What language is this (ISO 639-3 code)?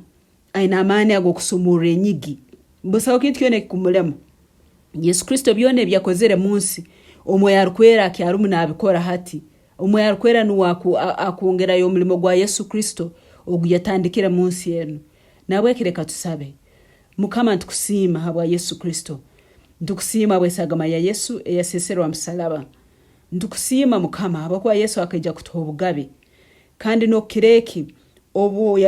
nyn